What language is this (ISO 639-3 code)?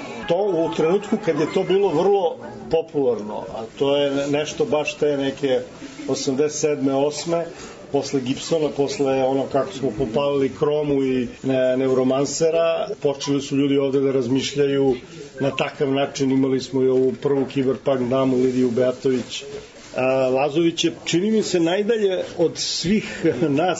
srp